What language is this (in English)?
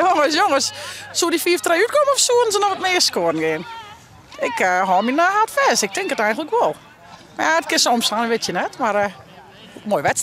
Western Frisian